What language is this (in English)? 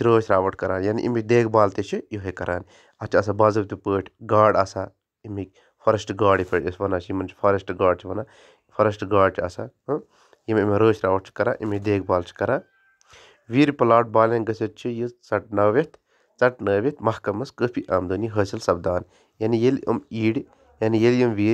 Kashmiri